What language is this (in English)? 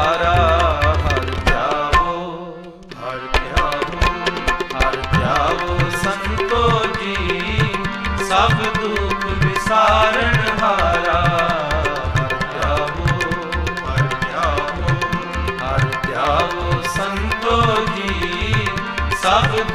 Punjabi